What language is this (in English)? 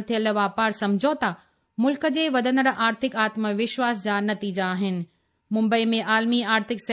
Sindhi